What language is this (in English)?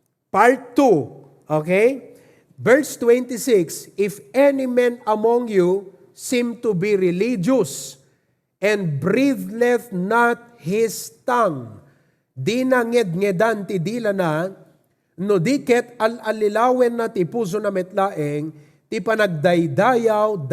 Iloko